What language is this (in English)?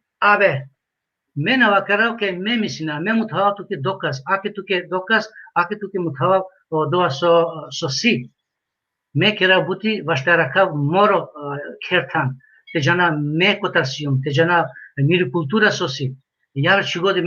Balkan Romani